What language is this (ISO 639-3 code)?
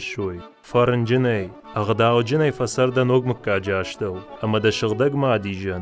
oss